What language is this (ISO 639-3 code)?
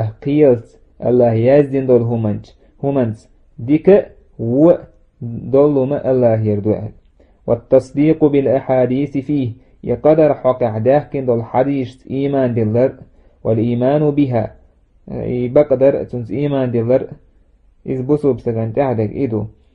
che